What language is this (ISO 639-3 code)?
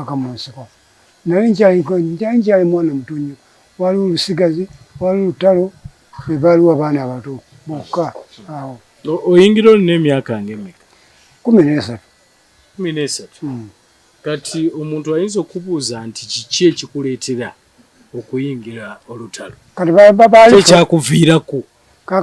lug